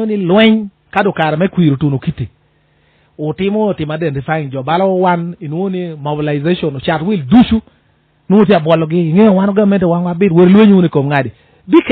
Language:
Lango (Uganda)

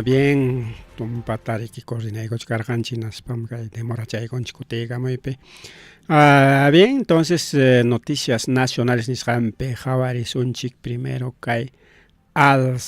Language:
Ayacucho Quechua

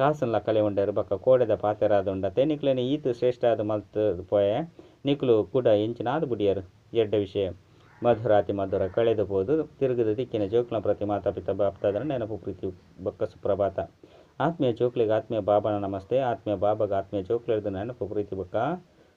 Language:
Tulu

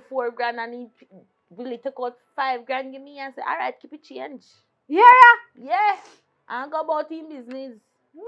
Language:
Jamaican Creole English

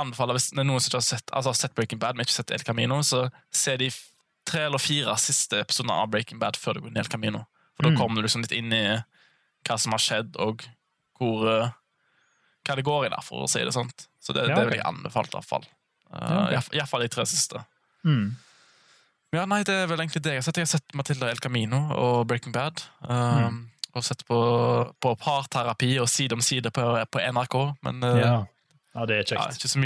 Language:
Norwegian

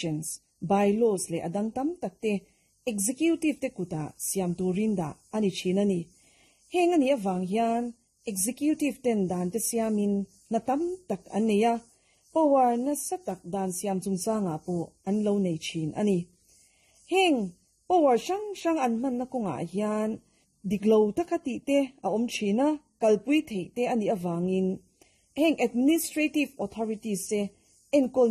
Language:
Mizo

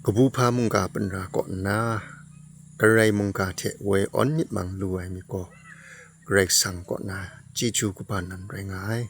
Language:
Kachin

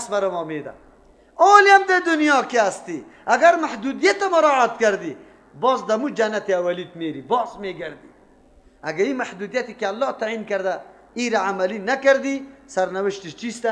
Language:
Persian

